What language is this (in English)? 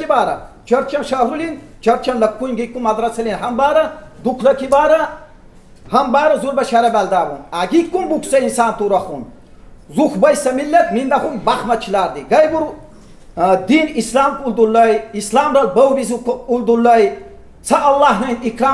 Lak